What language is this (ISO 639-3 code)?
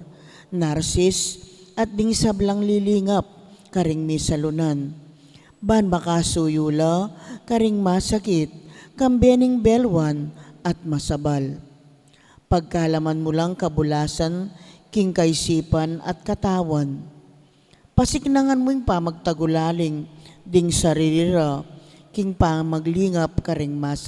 pam